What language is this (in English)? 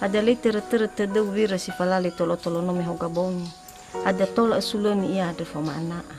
Nias